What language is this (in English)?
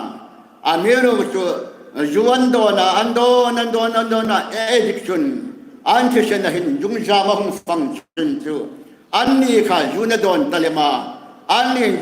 Hmar